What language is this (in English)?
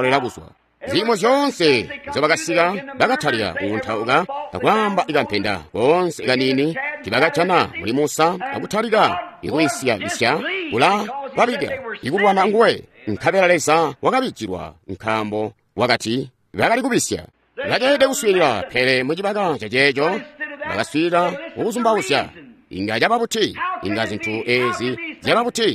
Tonga (Zambia)